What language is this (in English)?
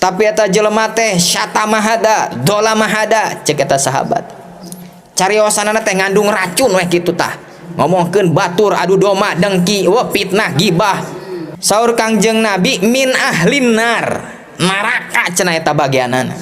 Sundanese